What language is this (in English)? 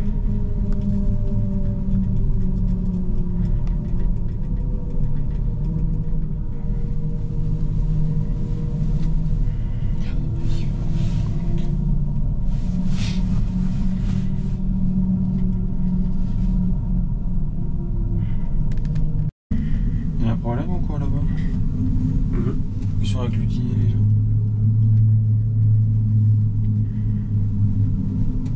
French